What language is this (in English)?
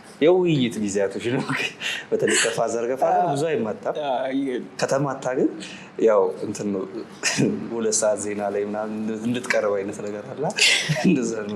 Amharic